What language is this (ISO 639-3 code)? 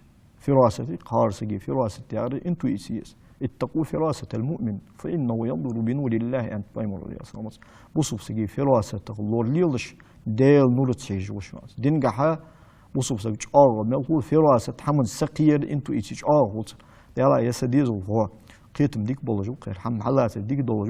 inh